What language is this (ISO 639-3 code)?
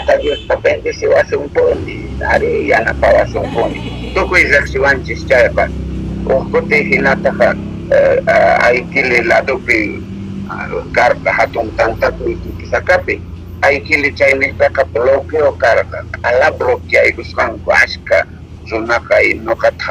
quh